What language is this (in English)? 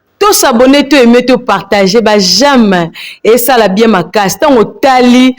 Lingala